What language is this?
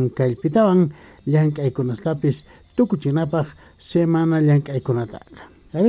South Bolivian Quechua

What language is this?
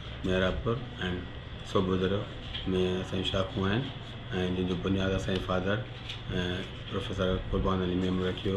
Sindhi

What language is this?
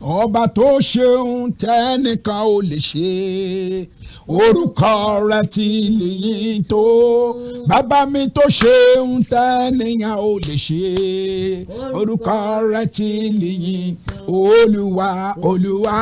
Yoruba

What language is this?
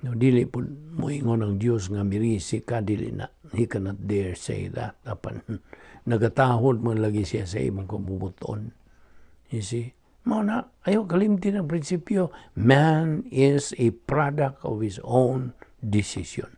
Cebuano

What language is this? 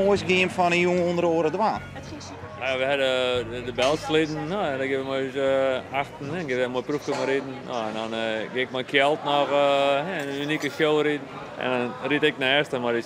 Western Frisian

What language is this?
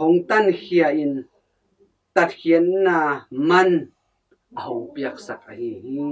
Tedim Chin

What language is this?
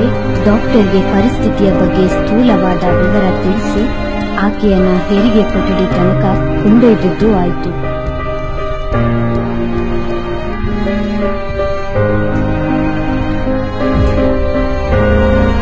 Kannada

